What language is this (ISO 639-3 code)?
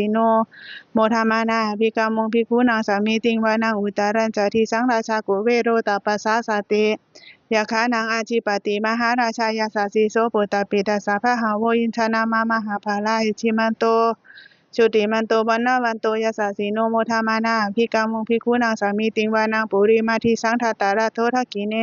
pli